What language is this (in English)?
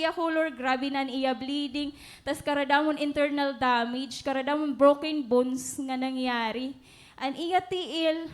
Waray